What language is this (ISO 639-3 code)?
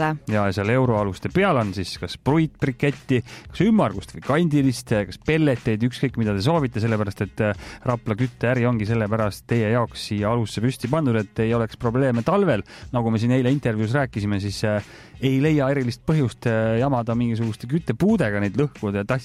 est